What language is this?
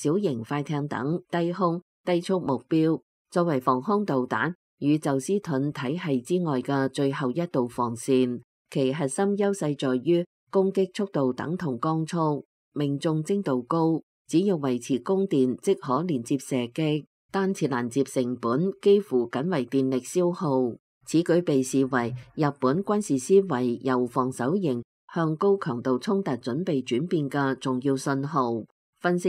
Cantonese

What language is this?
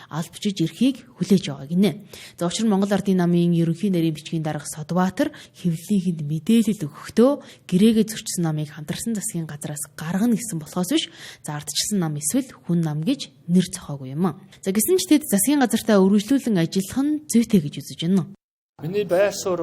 Mongolian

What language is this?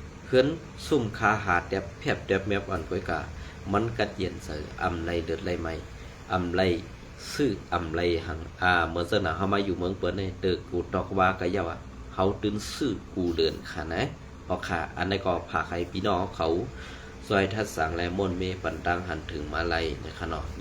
Shan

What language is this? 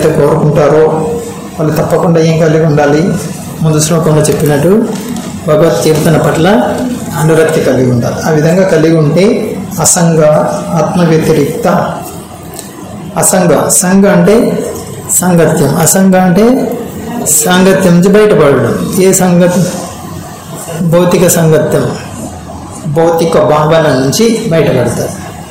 Telugu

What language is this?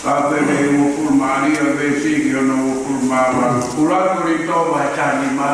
Tongan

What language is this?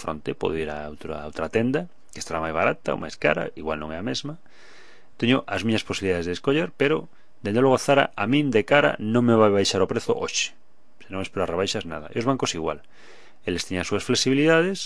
Galician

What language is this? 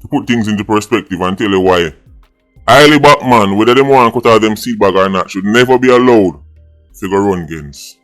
Jamaican Creole English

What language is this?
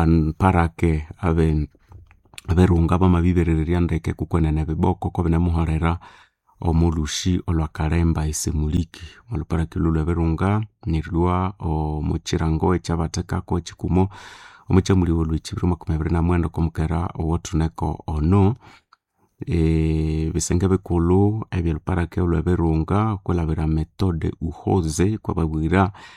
Nande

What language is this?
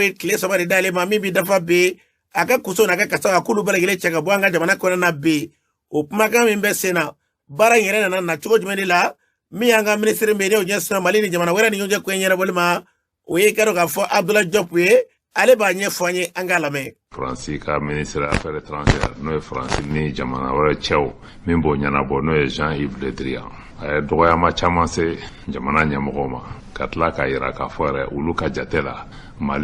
Bambara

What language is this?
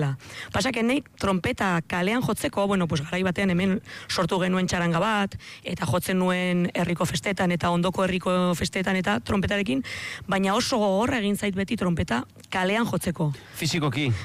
Basque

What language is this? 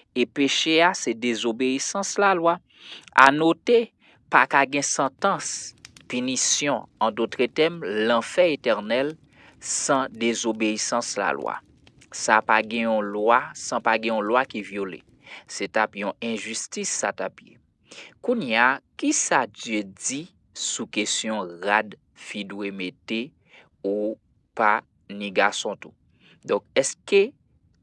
Haitian Creole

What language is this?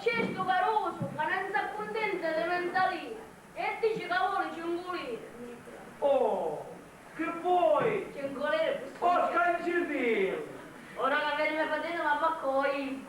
Sicilian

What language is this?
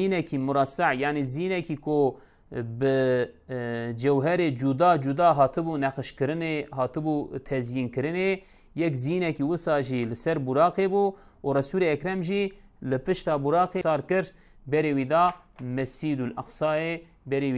Kurdish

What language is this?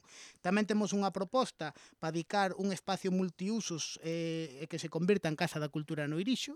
Galician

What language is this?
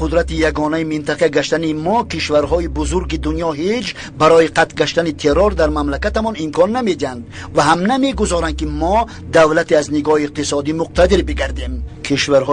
Tajik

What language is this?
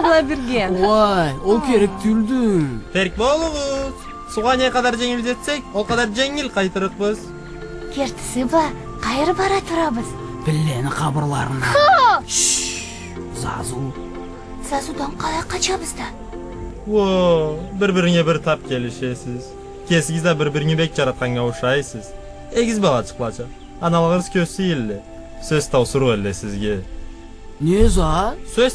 Karachay-Balkar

